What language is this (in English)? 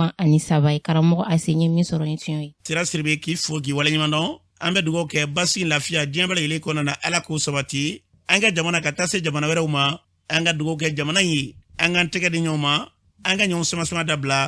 Bambara